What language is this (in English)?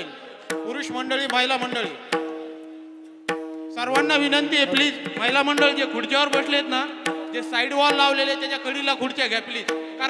Marathi